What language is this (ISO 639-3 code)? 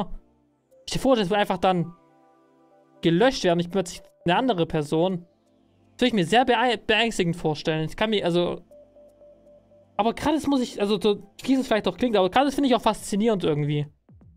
deu